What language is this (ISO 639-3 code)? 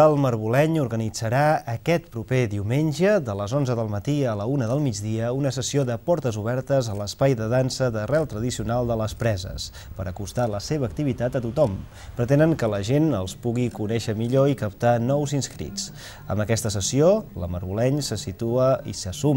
cat